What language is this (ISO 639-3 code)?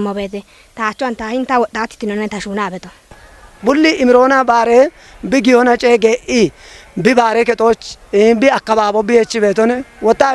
kbr